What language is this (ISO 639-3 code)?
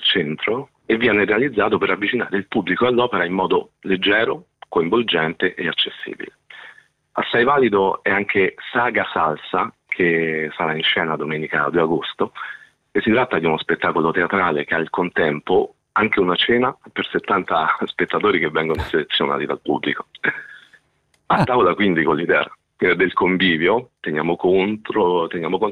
ita